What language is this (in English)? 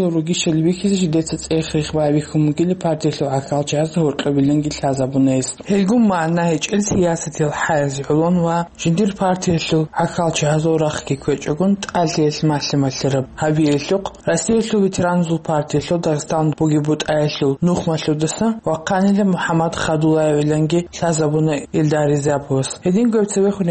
Avaric